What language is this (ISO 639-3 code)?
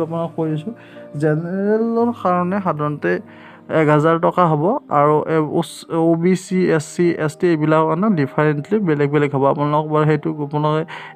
asm